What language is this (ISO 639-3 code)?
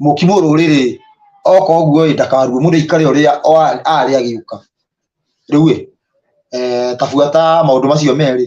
kik